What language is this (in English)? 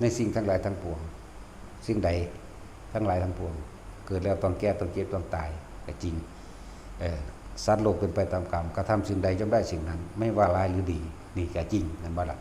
Northeastern Thai